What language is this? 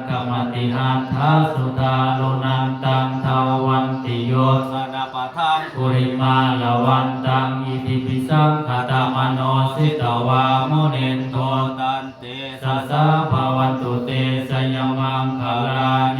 Pali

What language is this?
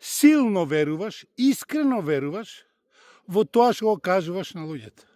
Macedonian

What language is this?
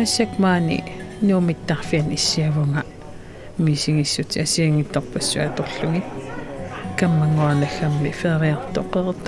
Kalaallisut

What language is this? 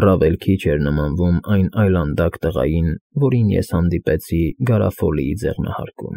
Armenian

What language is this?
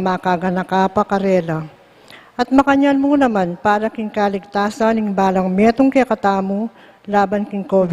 Pampanga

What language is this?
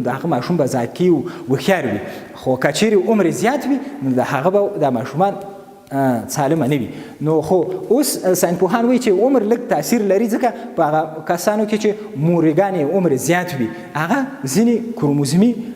Pashto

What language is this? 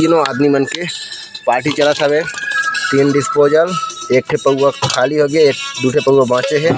Chhattisgarhi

